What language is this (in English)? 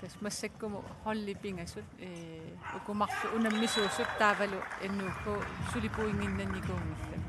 Kalaallisut